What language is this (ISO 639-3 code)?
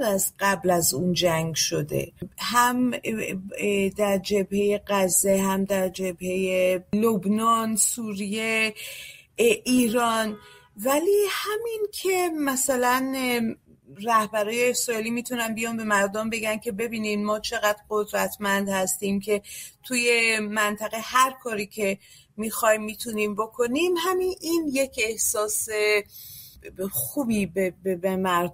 fas